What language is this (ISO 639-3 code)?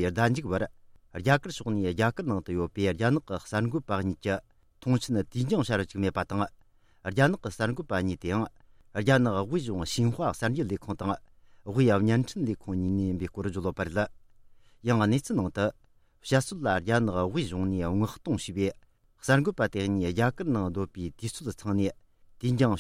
bod